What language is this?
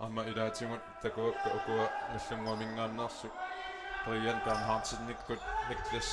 Kalaallisut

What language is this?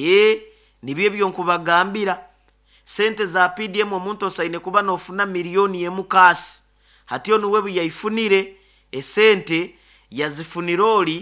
Nyoro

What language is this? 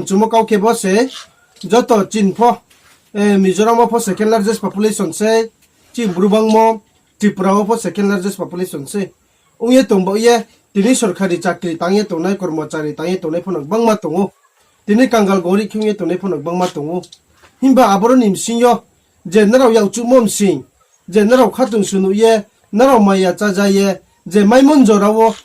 Riang (India)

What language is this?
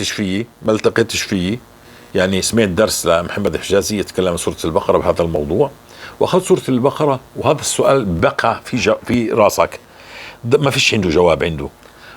North Levantine Arabic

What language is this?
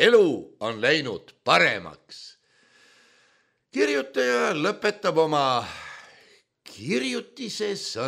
Estonian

